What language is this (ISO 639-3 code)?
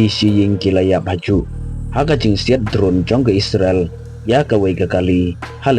kha